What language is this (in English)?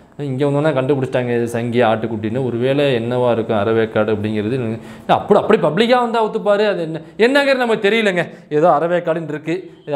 Tamil